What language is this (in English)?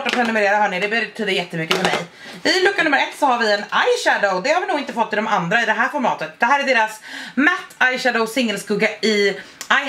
Swedish